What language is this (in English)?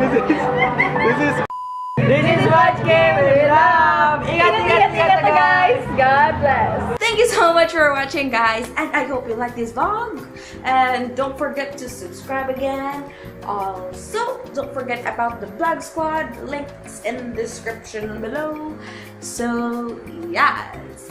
Cebuano